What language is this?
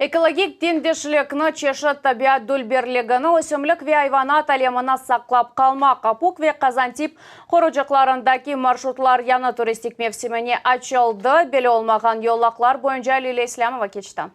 Crimean Tatar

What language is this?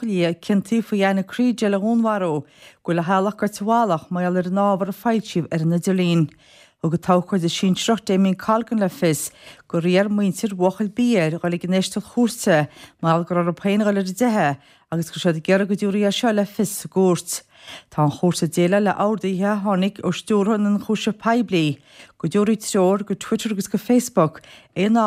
Irish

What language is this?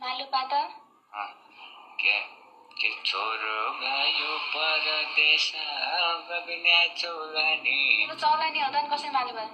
Nepali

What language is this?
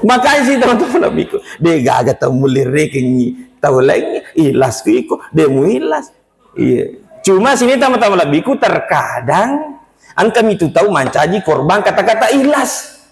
Buginese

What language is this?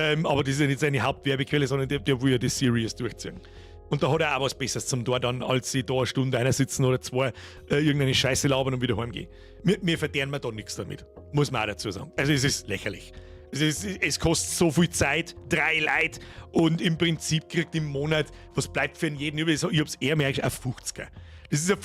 Bavarian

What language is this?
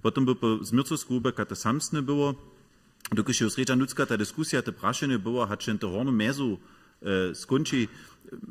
Upper Sorbian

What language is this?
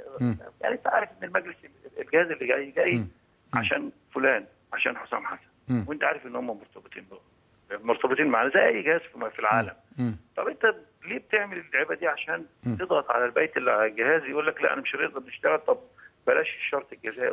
Egyptian Arabic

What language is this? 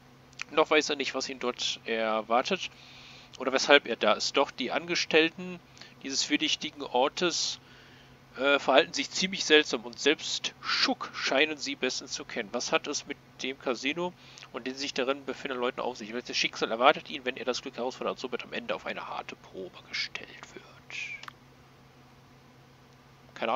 German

